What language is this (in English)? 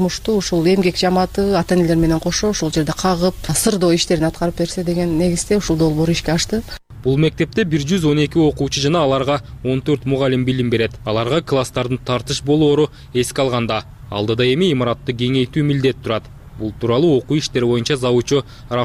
Kyrgyz